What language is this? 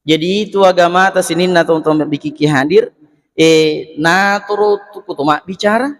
Buginese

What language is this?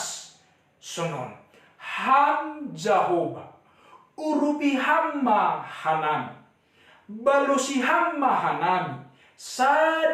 Batak Simalungun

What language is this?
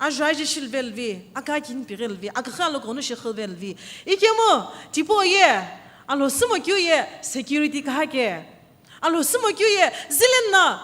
Sumi Naga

